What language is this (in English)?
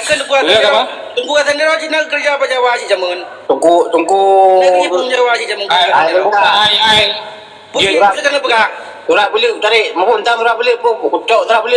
Achinese